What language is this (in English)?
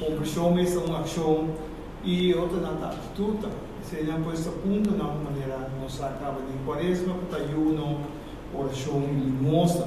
Papiamento